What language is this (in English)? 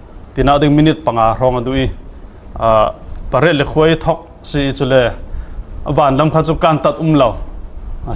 Falam Chin